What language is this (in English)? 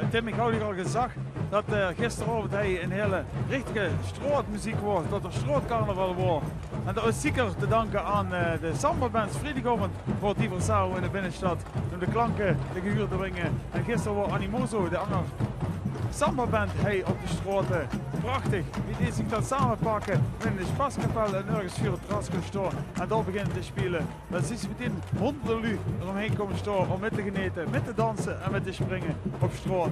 Limburgish